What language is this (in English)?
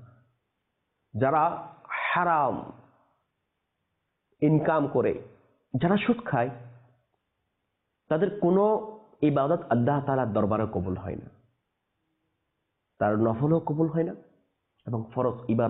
Bangla